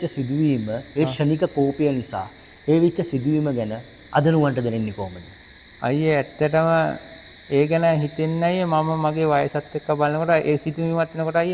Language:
Sinhala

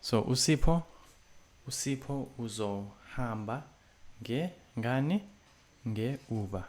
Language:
Zulu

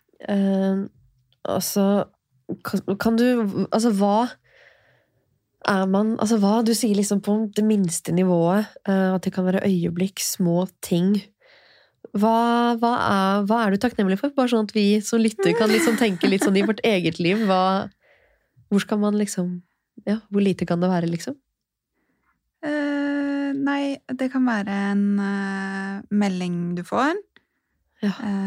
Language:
Norwegian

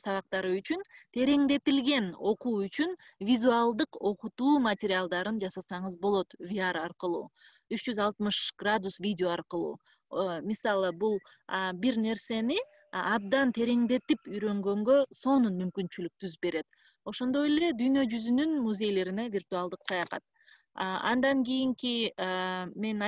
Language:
Kyrgyz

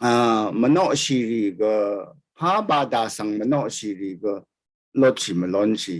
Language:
Rawang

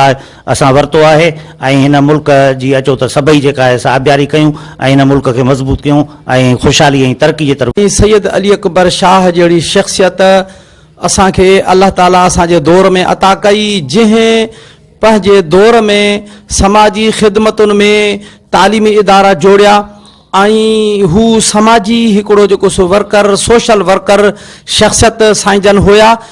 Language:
Sindhi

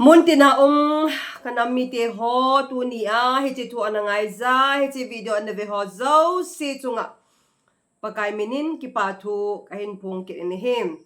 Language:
Thado Chin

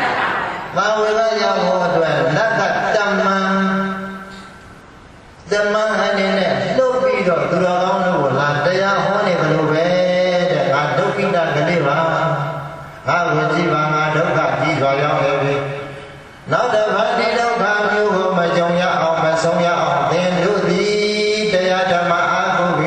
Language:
Burmese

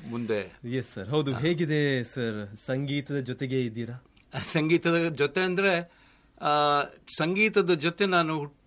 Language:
Kannada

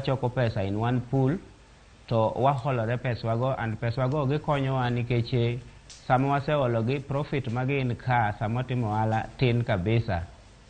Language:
Luo (Kenya and Tanzania)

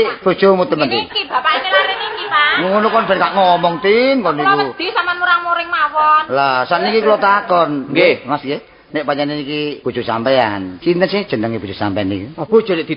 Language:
Javanese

